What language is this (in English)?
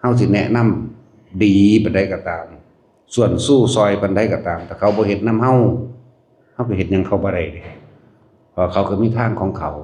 Lao